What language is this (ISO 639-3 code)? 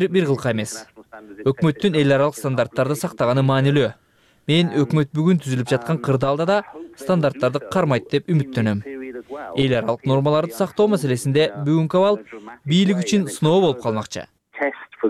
kir